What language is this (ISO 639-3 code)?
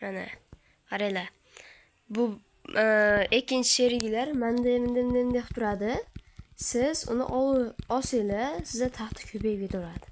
uzb